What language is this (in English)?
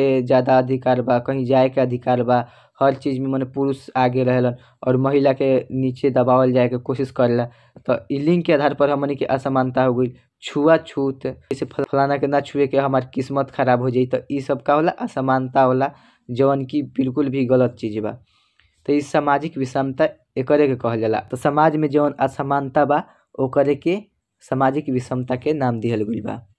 Bhojpuri